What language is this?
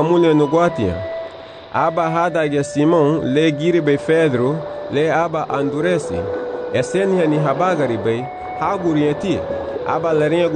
Garifuna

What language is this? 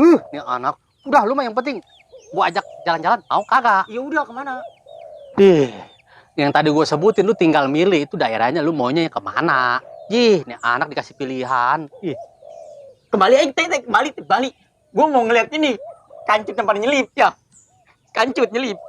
Betawi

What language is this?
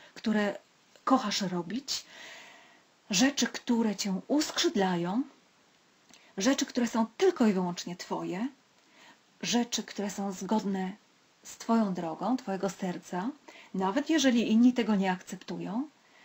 Polish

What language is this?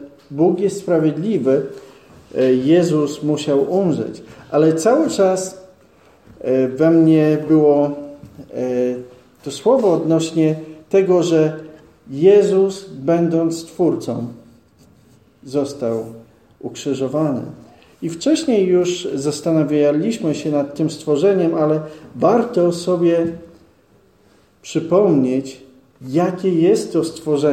Polish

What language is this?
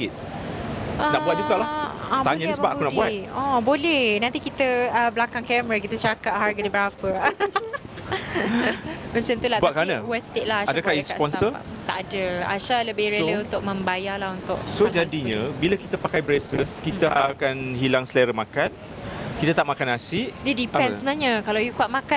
Malay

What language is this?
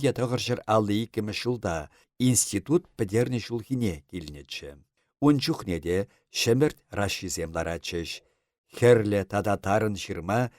Chuvash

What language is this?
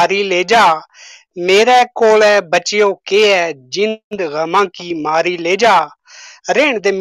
Gujari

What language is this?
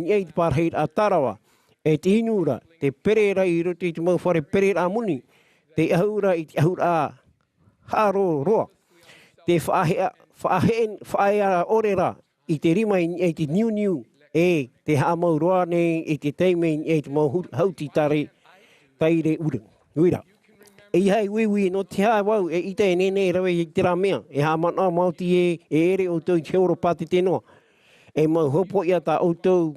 Tahitian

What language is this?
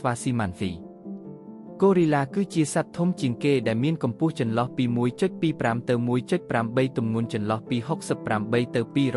Khmer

